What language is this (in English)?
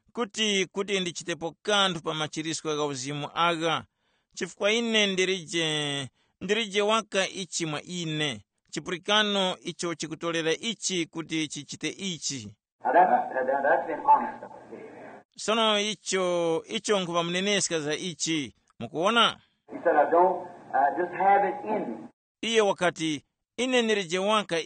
Tumbuka